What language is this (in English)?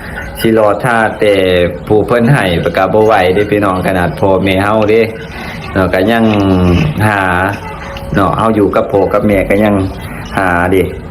Lao